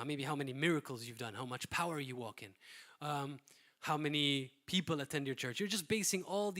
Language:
English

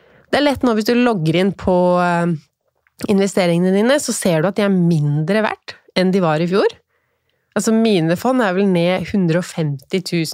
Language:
Norwegian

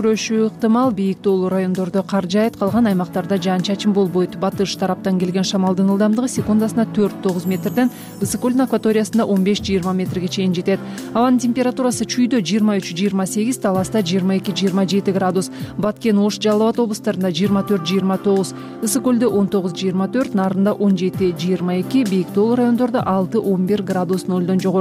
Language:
Kyrgyz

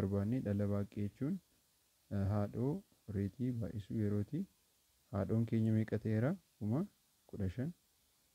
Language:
Oromo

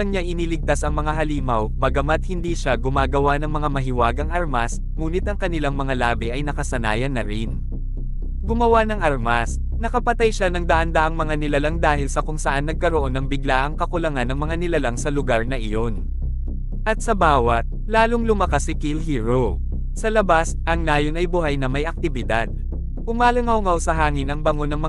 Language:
Filipino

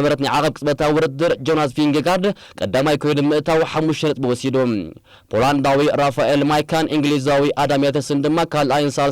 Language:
Tigrinya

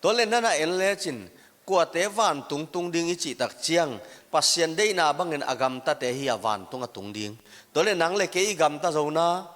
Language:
Tedim Chin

